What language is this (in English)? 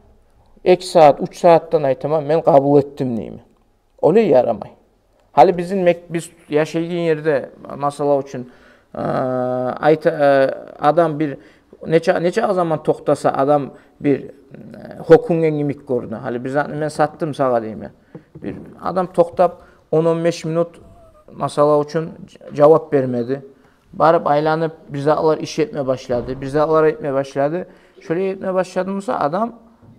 Kumyk